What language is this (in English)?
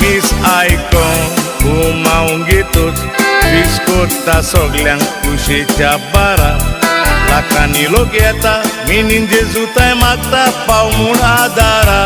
Konkani